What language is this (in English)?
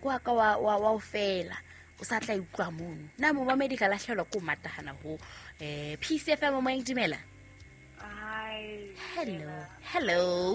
Southern Sotho